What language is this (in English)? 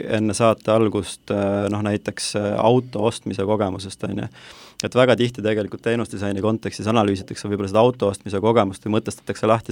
Estonian